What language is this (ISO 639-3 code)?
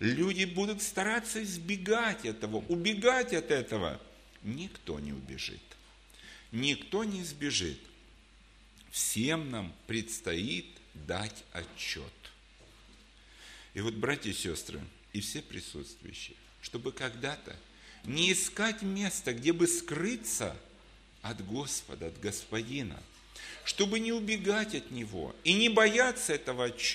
rus